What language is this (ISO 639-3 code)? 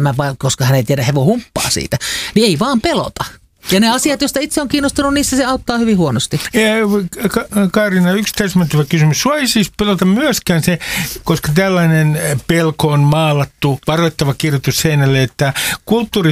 fin